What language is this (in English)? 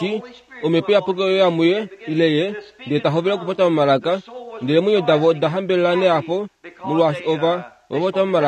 Kuanyama